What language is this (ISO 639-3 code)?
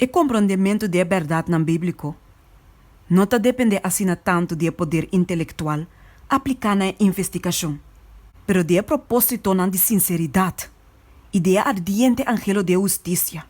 pap